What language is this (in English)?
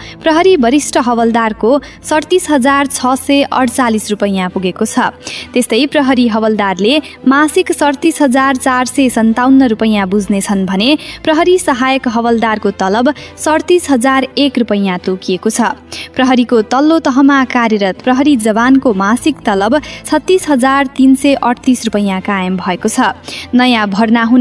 Nepali